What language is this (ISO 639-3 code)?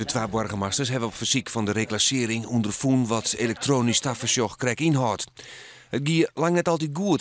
fry